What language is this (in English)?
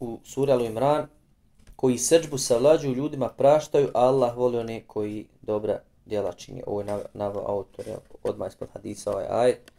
Bosnian